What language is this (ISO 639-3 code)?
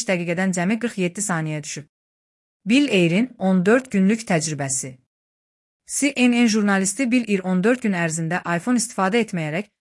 aze